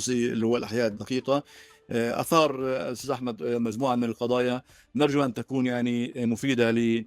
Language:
North Levantine Arabic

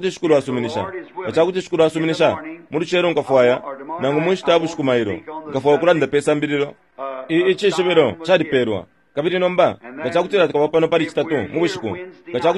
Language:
Bemba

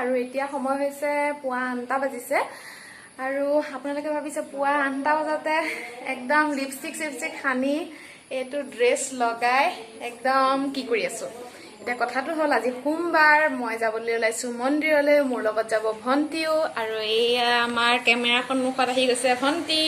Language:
Assamese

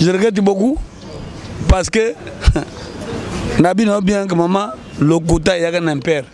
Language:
Lingala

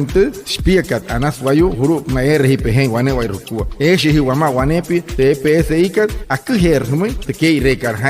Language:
Wayuu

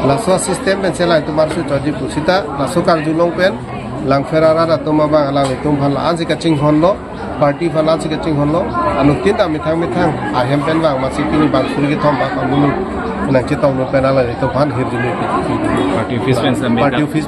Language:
Karbi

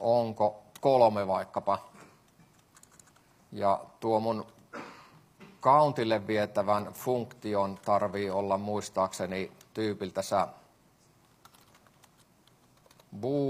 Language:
Finnish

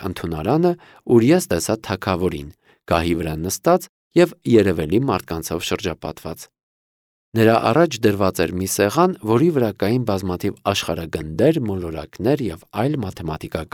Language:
Armenian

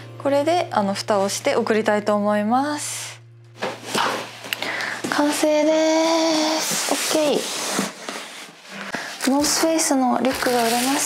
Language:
Japanese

